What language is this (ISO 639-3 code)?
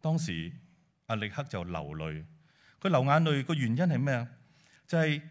yue